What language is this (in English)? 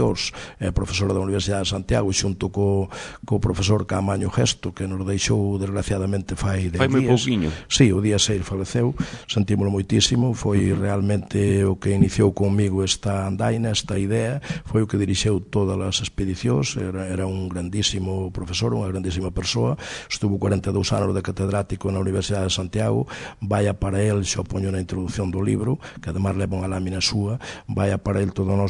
Galician